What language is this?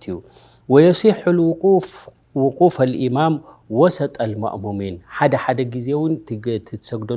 Tigrinya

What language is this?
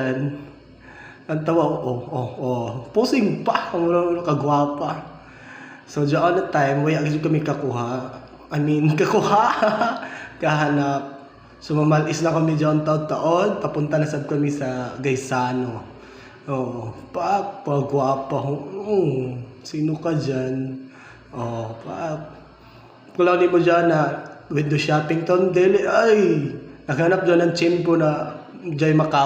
Cebuano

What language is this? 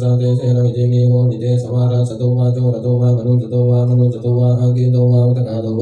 Pali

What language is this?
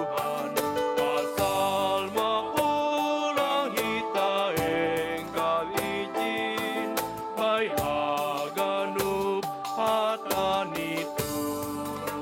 Batak Simalungun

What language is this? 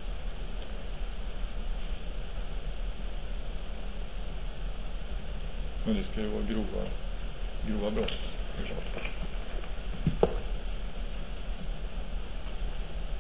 Swedish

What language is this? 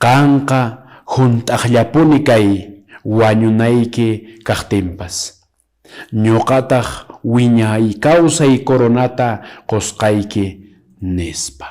Quechua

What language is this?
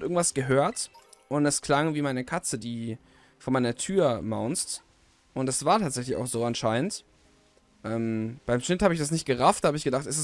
German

